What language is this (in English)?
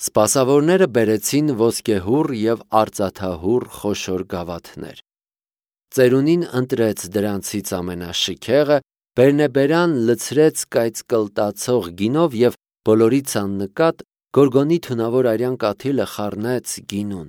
Armenian